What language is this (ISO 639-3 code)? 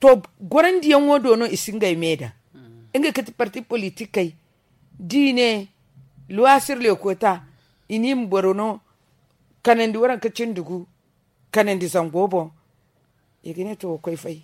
dje